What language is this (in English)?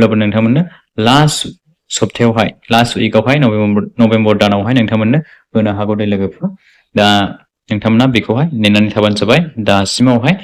Bodo